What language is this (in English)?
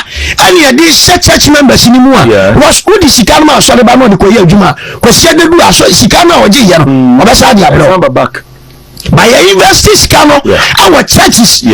Akan